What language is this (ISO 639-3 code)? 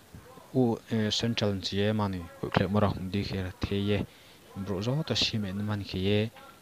ria